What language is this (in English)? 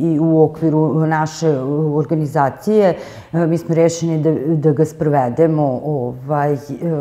Serbian